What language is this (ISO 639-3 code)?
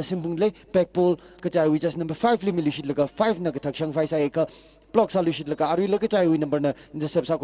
nmf